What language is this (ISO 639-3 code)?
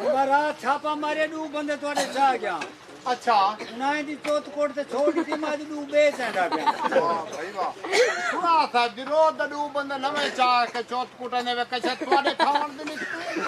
skr